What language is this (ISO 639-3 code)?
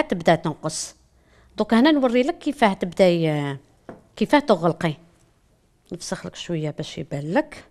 arq